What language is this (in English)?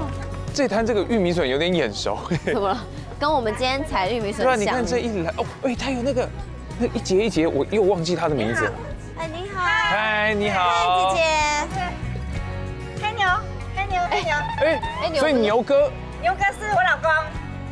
Chinese